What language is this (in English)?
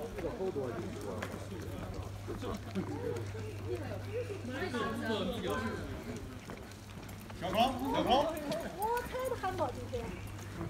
Chinese